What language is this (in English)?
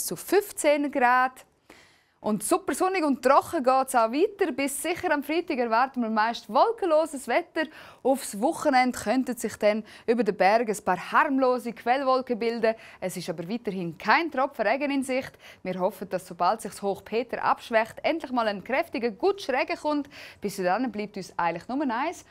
Swiss German